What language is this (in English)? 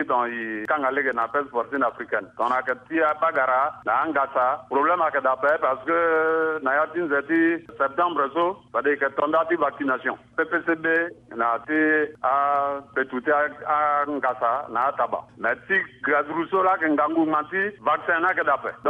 Sango